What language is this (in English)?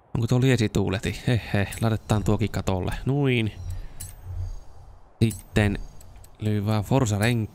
Finnish